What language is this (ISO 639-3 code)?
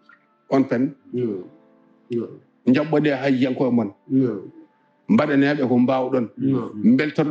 ful